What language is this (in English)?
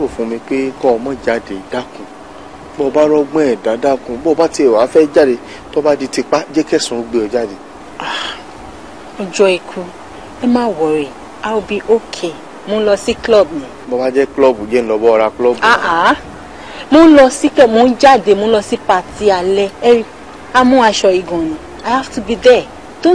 Yoruba